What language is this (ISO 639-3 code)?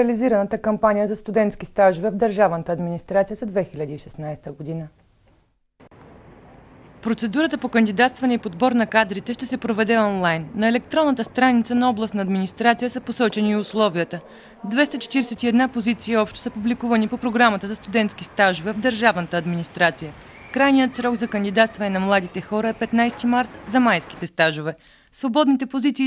bul